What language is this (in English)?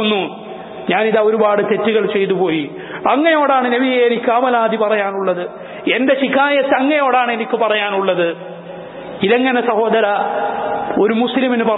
Malayalam